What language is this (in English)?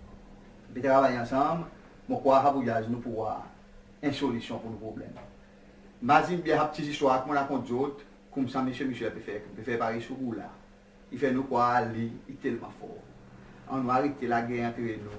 Seselwa Creole French